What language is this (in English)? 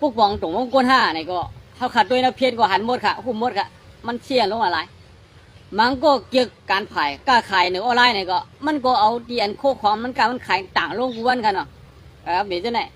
Shan